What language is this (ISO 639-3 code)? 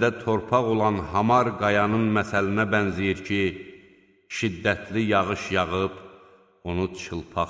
aze